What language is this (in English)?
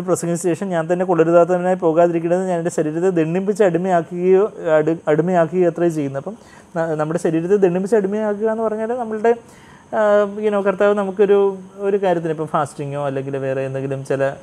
Malayalam